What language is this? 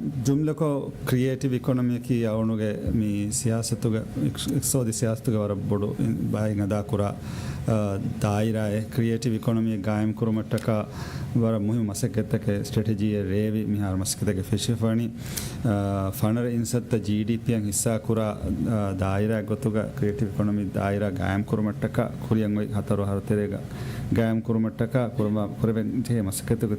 Divehi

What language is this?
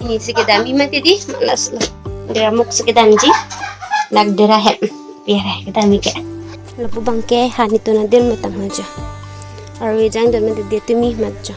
Karbi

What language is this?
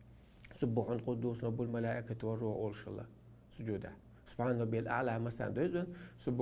Chechen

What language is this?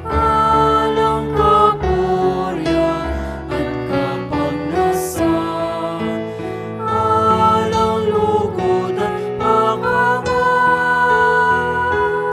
Pampanga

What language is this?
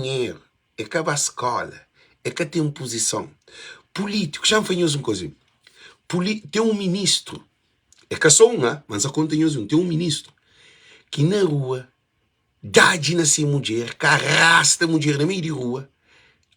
Kabuverdianu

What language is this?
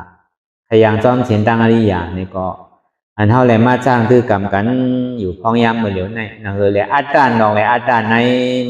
Shan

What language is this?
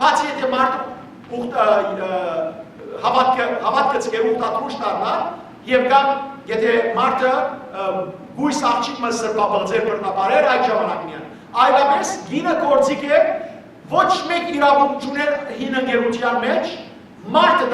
Western Armenian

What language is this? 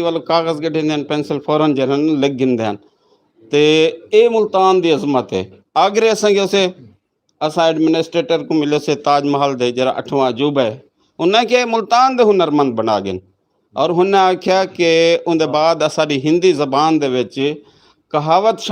Saraiki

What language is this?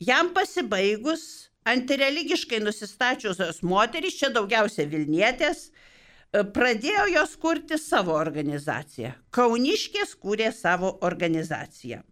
Lithuanian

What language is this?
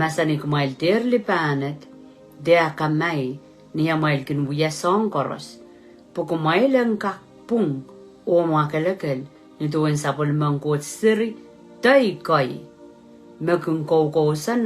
Pohnpeian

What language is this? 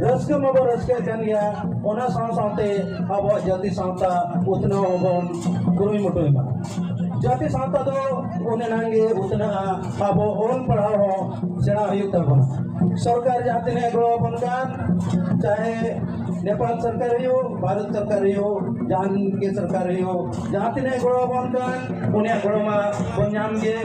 Santali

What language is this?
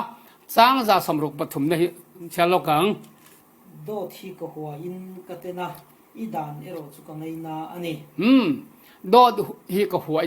Falam Chin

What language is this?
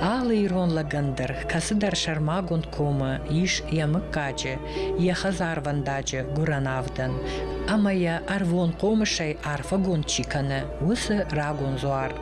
Ossetic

